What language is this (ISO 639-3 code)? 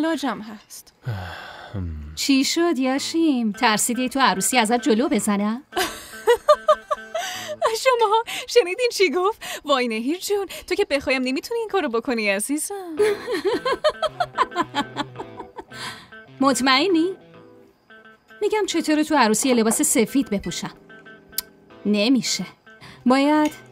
fas